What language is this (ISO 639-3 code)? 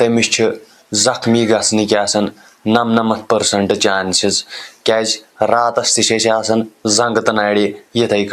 kas